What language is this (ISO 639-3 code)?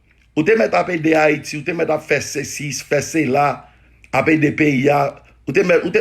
hat